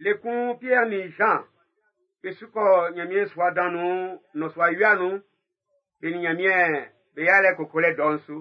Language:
Baoulé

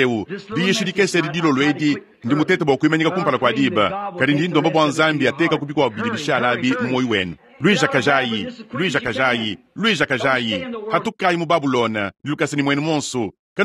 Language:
Luba-Lulua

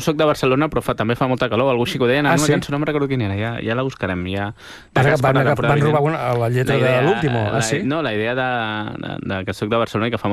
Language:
Catalan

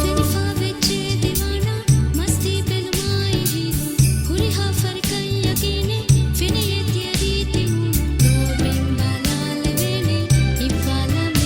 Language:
Divehi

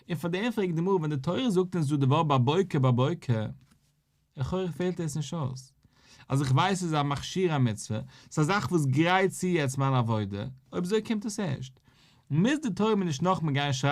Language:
Yiddish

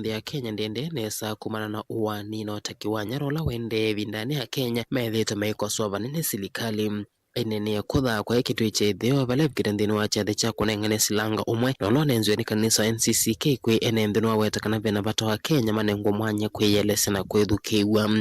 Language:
Kamba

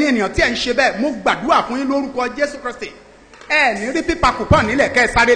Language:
Yoruba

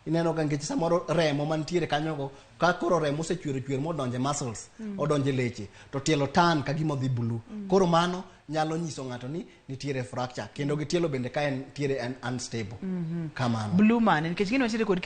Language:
Luo (Kenya and Tanzania)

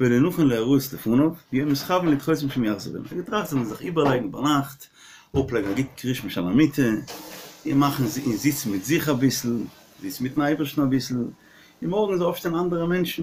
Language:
Yiddish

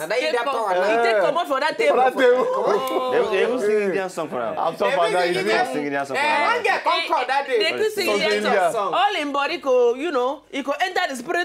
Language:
Nigerian Pidgin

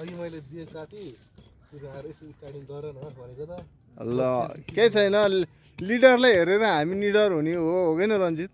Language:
Nepali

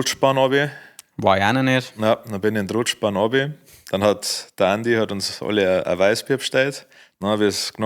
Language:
Bavarian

